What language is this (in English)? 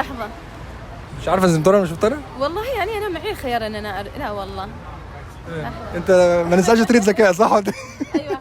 Egyptian Arabic